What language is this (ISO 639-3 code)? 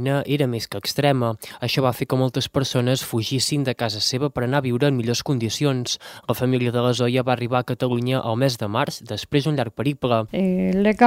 cat